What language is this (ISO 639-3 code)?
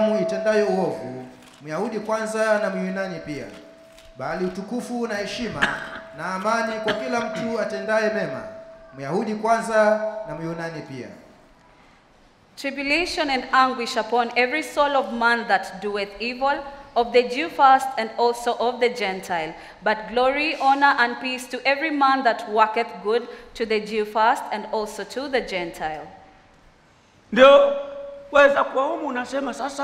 swa